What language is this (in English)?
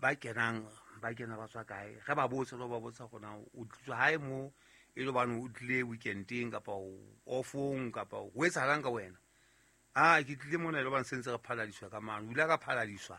Southern Sotho